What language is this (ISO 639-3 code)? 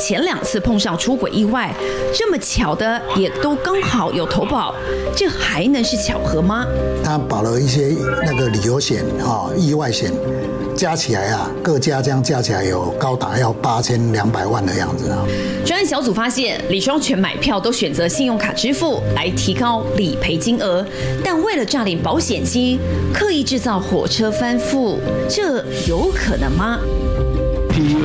zho